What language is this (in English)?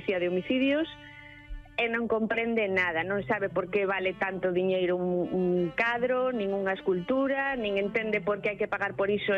Galician